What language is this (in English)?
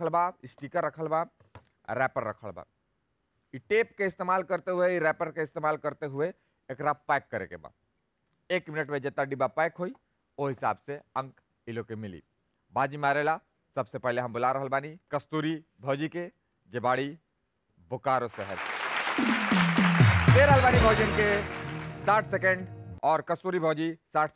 Bhojpuri